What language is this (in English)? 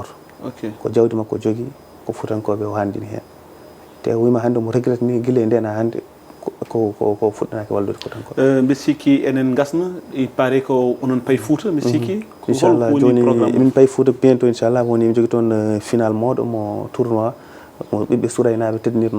Fula